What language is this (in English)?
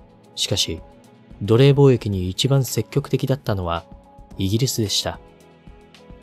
Japanese